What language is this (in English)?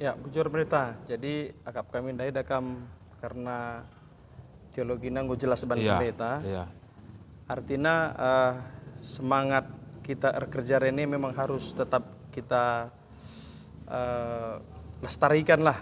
Batak Karo